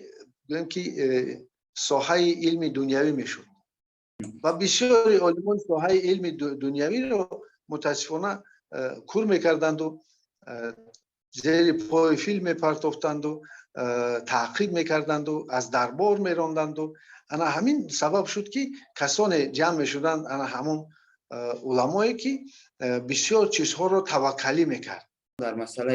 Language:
Persian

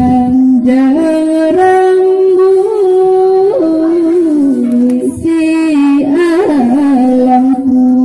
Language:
Minangkabau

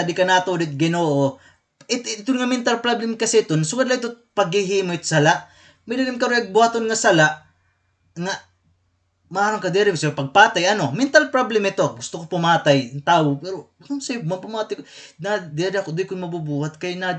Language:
Waray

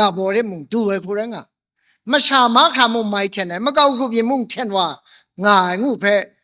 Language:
Kachin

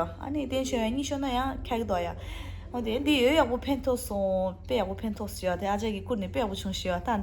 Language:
Tibetan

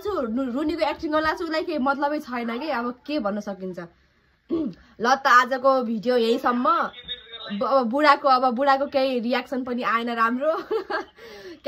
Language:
Nepali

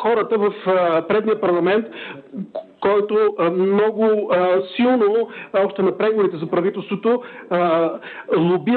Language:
Bulgarian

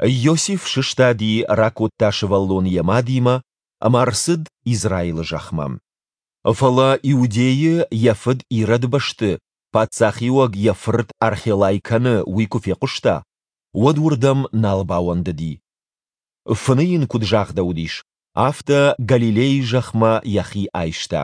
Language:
Ossetic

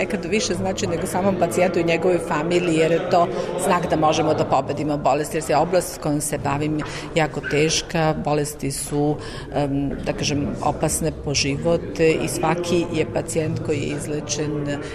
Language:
Serbian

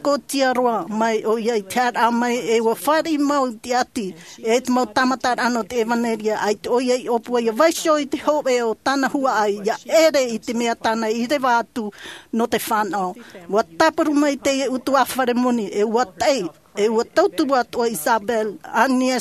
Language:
Tahitian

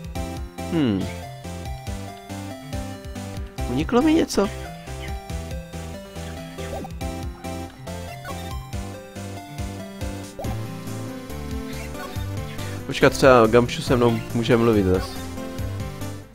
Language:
Czech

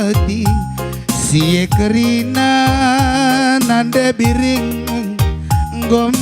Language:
Batak Karo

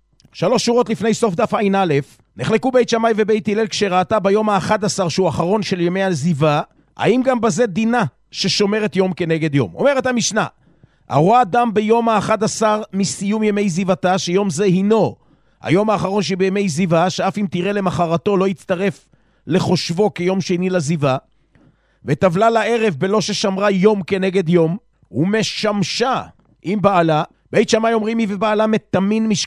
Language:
Hebrew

